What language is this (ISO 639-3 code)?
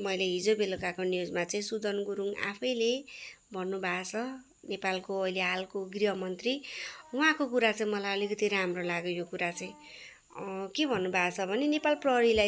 nep